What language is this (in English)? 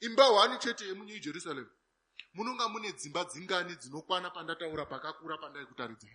Shona